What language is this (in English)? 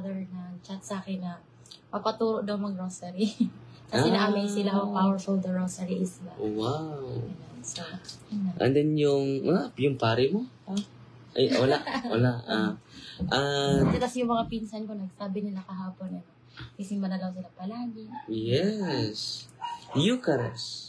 Filipino